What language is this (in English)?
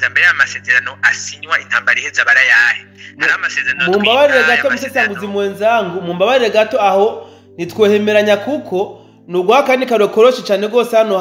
Rundi